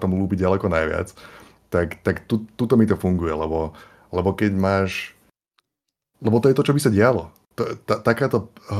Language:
Slovak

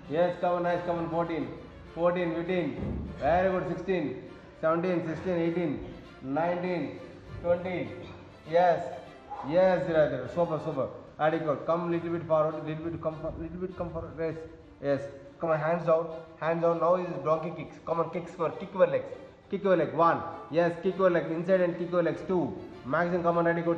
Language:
English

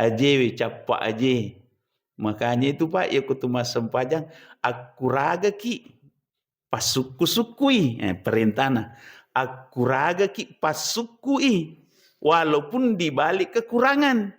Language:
Buginese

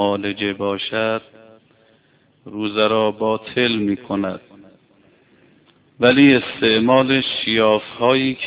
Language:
Persian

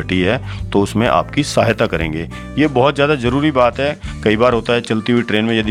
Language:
Hindi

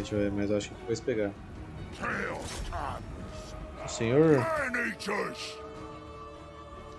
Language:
Portuguese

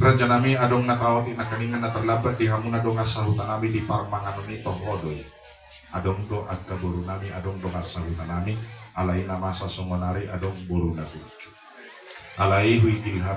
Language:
Batak Toba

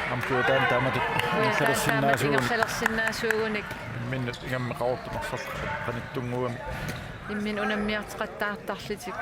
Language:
Kalaallisut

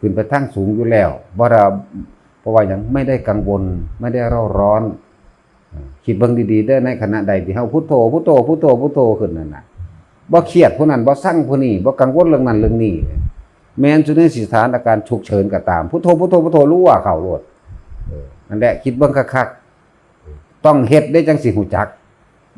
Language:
Northeastern Thai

